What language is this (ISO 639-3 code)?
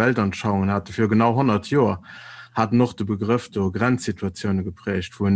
ltz